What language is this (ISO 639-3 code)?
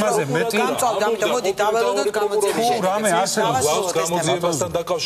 kat